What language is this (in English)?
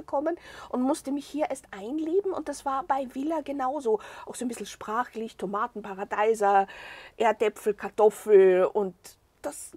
German